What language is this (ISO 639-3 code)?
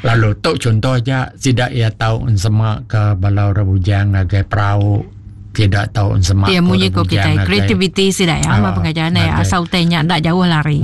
iba